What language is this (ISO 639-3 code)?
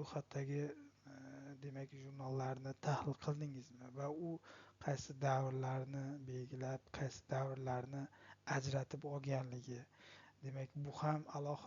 uzb